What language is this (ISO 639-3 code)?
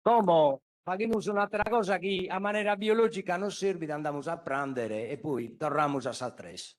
srd